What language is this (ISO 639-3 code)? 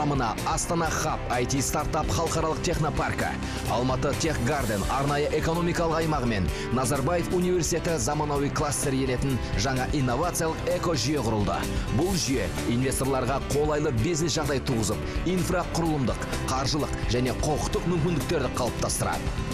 kaz